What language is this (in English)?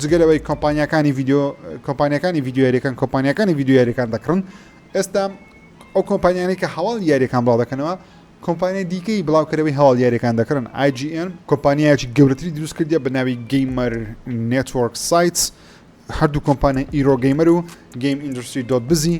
Central Kurdish